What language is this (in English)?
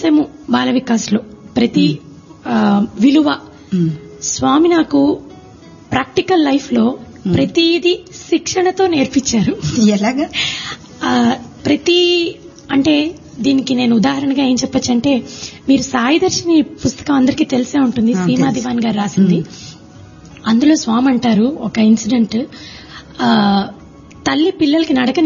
Telugu